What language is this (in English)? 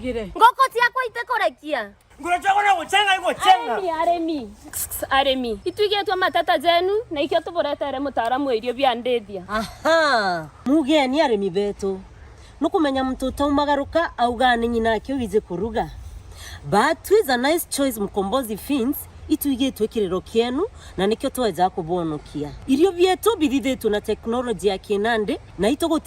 Meru